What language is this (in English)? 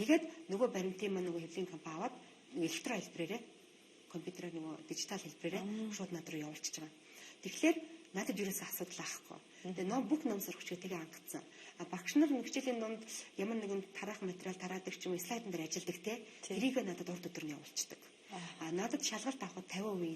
Mongolian